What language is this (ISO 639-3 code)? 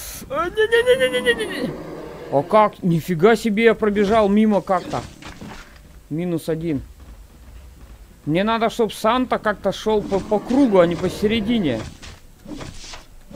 rus